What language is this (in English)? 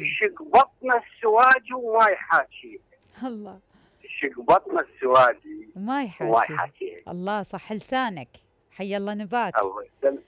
Mesopotamian Arabic